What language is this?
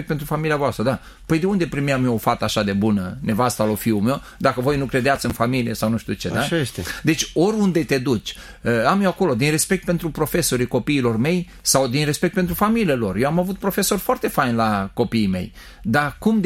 Romanian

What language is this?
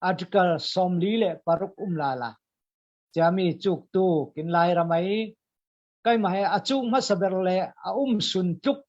Falam Chin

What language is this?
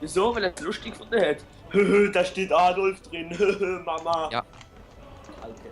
Swiss German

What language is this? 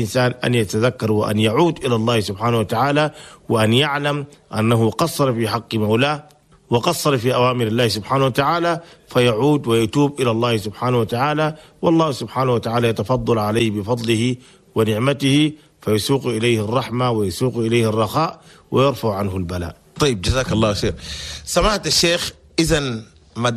Chadian Arabic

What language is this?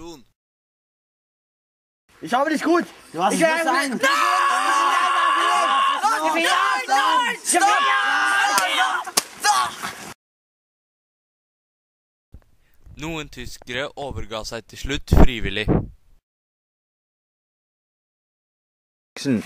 Norwegian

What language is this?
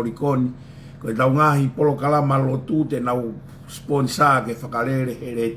Tongan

